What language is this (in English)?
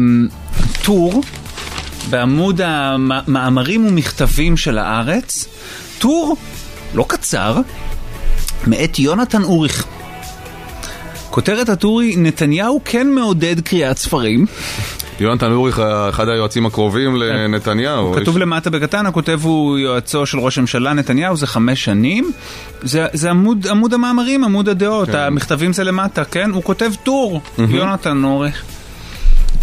Hebrew